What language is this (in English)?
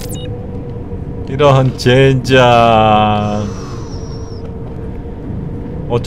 Korean